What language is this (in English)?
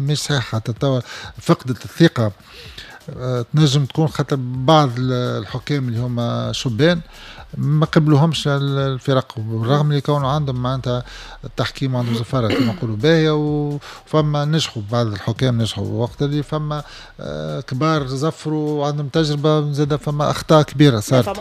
Tunisian Arabic